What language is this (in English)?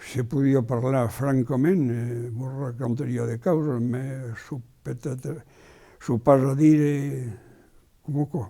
Occitan